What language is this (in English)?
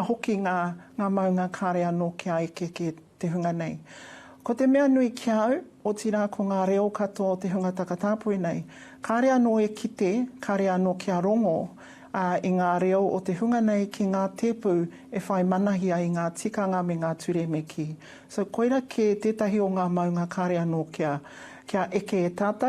Māori